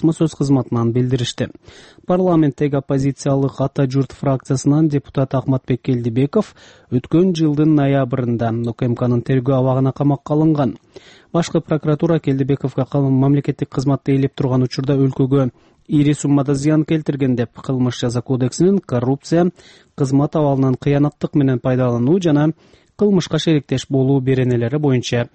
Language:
Kyrgyz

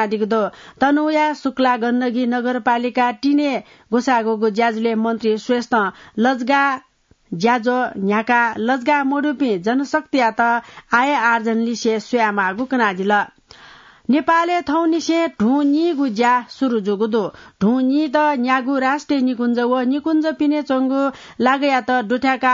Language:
Newari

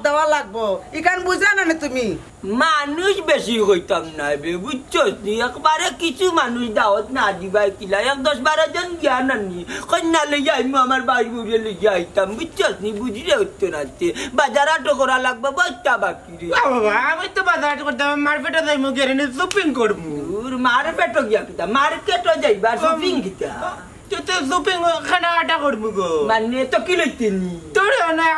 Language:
Sylheti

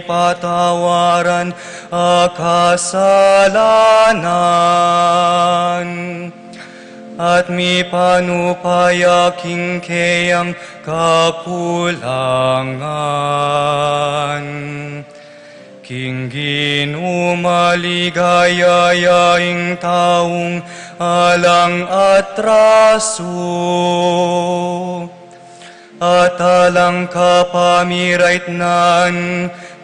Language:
Pampanga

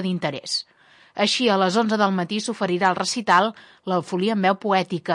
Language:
Catalan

